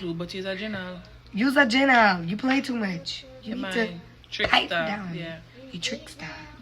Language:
Jamaican Creole English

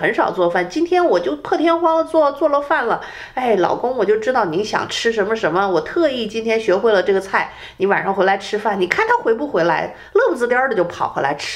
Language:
Chinese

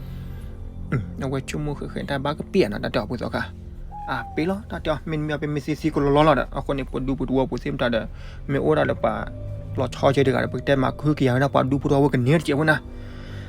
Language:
S'gaw Karen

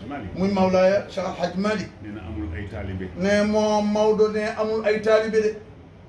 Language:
Wolof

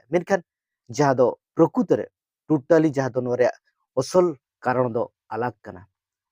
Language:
Santali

